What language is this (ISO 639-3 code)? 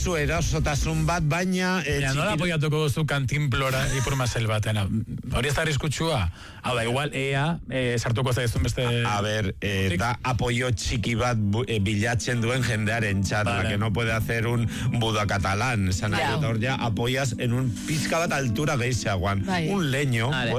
eus